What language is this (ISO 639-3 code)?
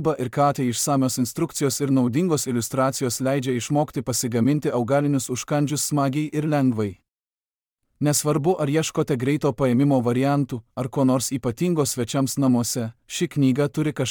lit